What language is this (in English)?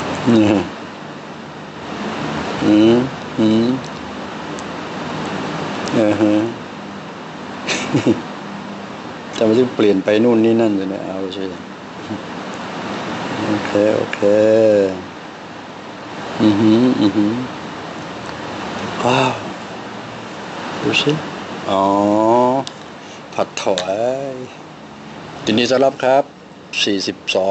Thai